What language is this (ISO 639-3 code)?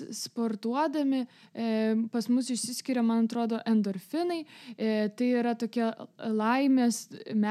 lit